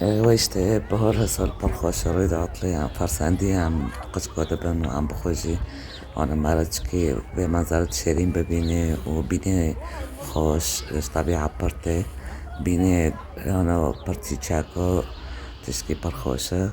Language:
Kurdish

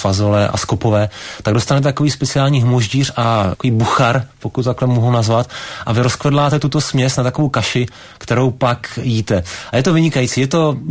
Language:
Czech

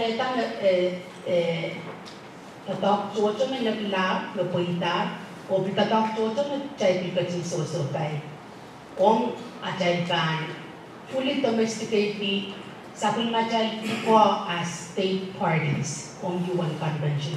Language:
Pohnpeian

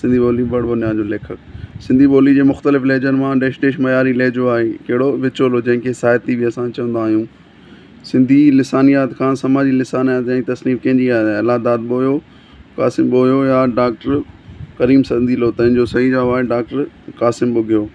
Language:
Sindhi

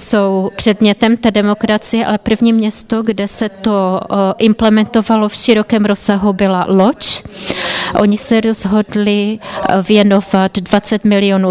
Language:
Czech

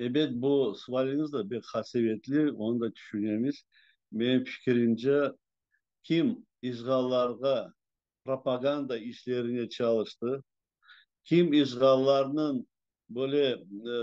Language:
Crimean Tatar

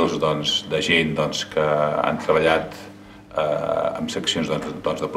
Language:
Catalan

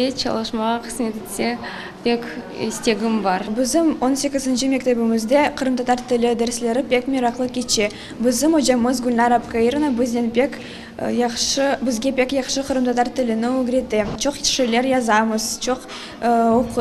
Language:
Crimean Tatar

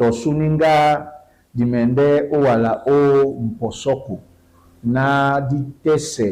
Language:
Duala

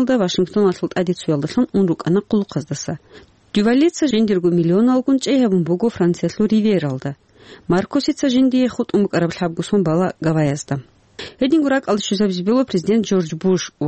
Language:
Avaric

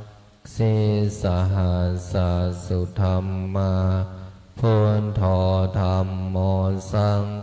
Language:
Pali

